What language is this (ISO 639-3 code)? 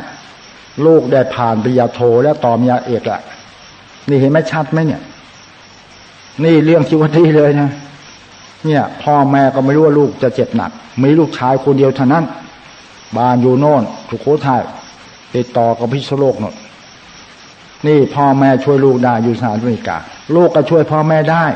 tha